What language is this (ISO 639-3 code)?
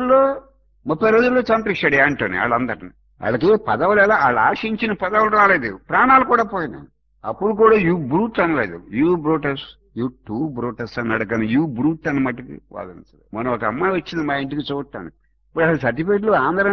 tel